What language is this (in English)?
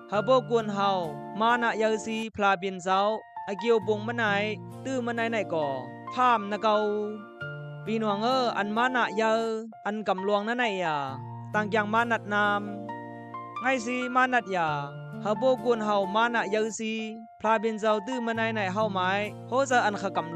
Khamti